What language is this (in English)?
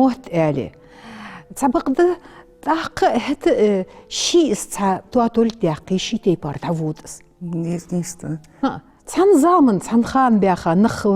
Ingush